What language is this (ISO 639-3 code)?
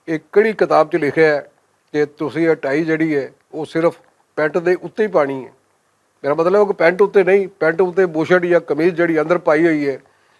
lah